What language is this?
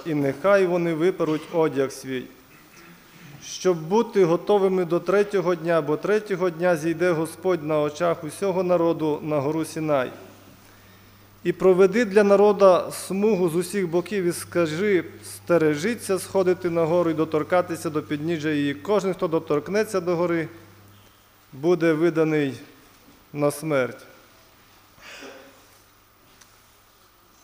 Ukrainian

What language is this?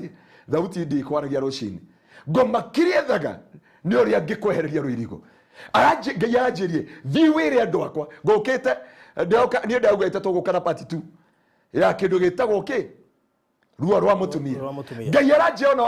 Kikuyu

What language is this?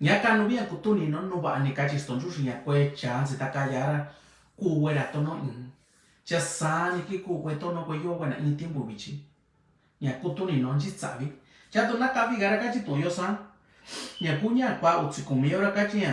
Mixtepec Mixtec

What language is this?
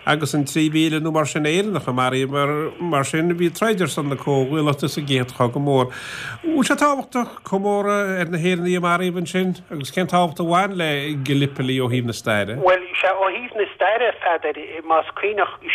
Irish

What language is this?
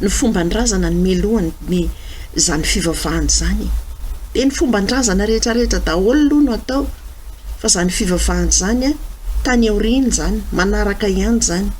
Malagasy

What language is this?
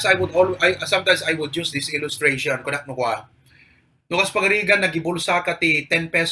Iloko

